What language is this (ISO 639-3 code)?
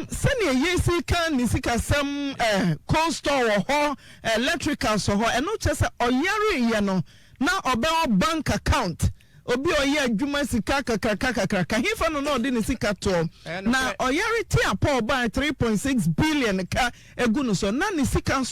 aka